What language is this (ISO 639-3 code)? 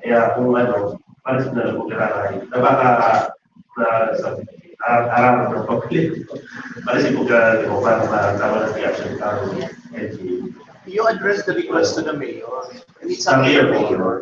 bik